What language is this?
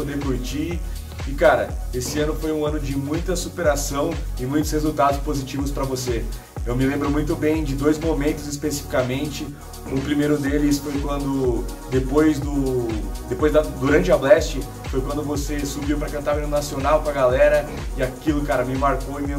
Portuguese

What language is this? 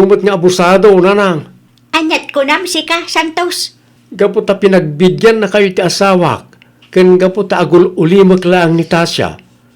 Iloko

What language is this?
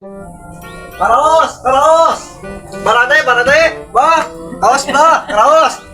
Sundanese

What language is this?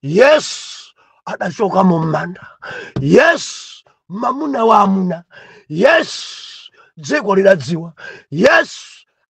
Nyanja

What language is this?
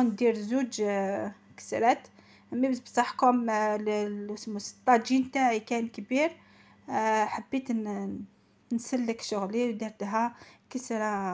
Algerian Arabic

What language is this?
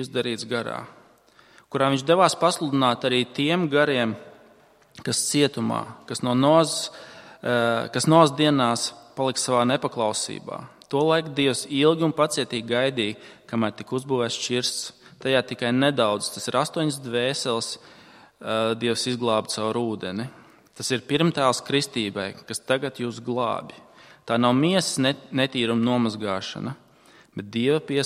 Latvian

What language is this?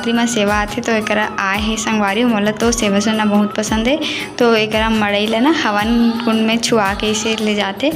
Chhattisgarhi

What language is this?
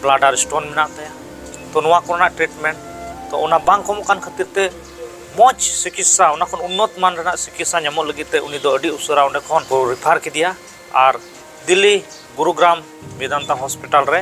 Santali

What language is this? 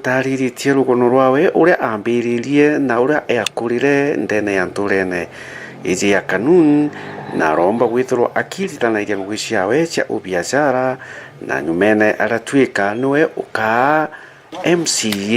Meru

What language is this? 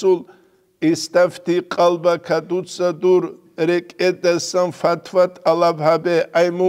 Avaric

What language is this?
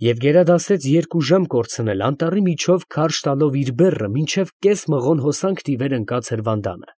Armenian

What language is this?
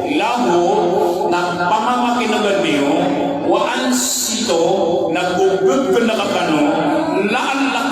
Maranao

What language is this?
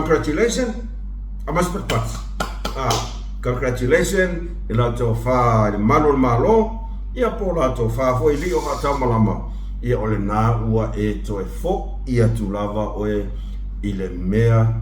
Samoan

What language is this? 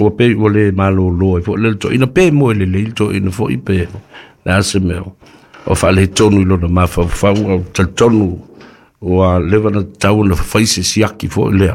Samoan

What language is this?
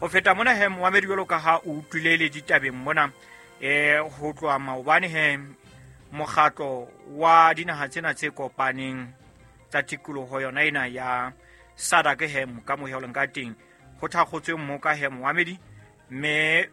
Southern Sotho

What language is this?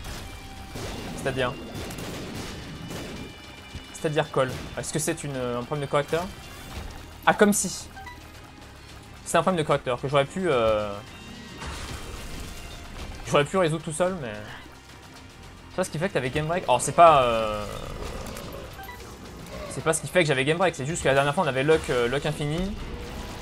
French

